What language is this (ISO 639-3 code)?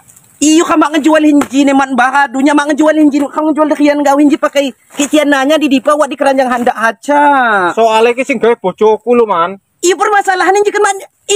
ljp